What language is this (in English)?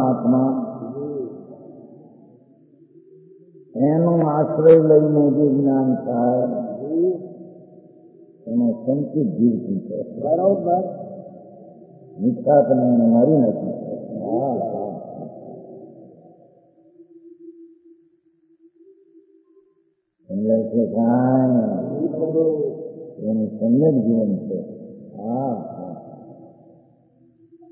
Gujarati